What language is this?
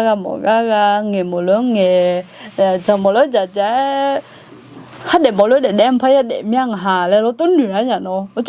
Akha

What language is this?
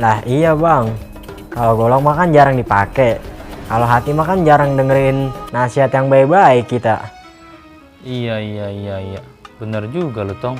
Betawi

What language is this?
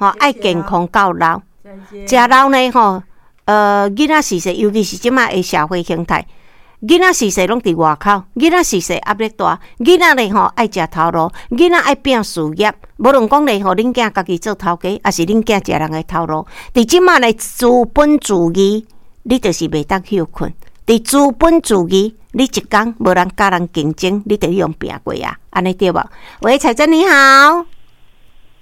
Min Nan Chinese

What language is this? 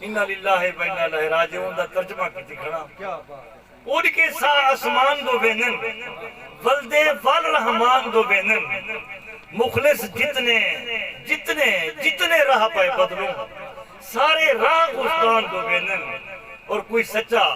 Saraiki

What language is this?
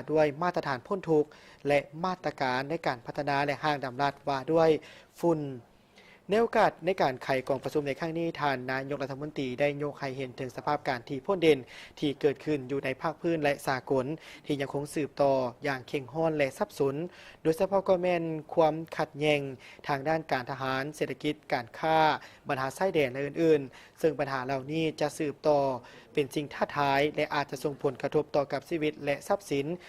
Lao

